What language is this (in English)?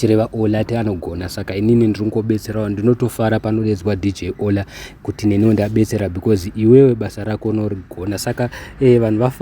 Shona